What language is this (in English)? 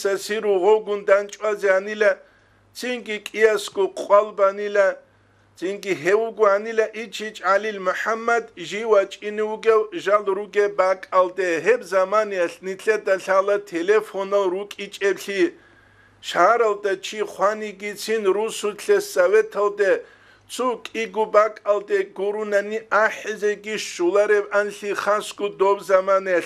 Avaric